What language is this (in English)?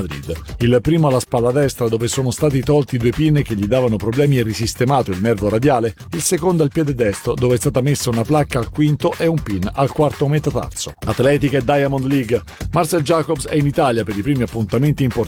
Italian